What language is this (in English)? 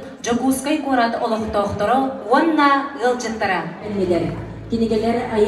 Yakut